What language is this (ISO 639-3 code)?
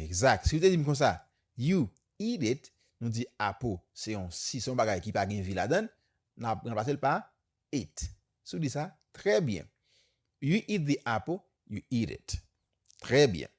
hat